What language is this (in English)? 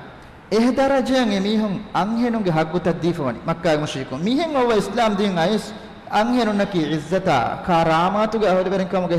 Divehi